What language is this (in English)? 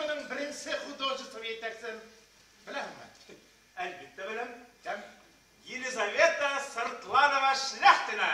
Bashkir